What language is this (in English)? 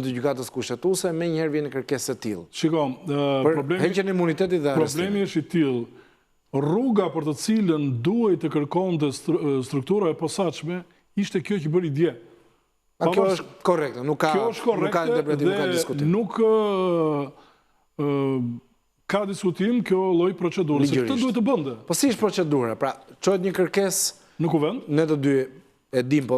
Albanian